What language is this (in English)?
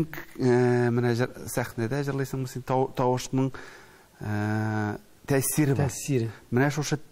Tatar